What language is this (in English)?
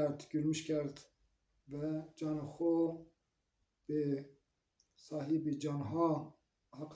Zaza